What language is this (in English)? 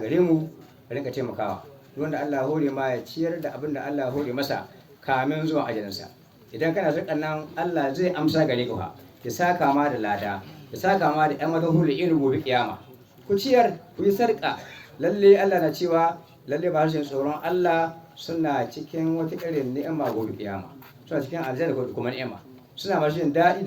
Hausa